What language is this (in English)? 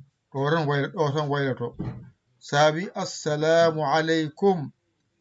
Fula